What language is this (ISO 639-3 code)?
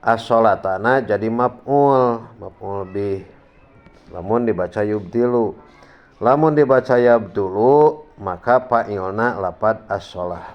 sun